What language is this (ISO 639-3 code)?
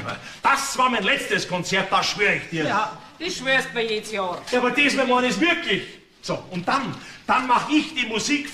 bar